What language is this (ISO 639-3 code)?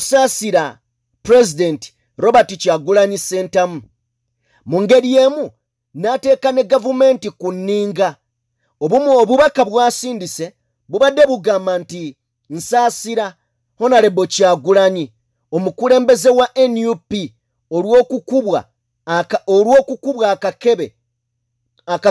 lug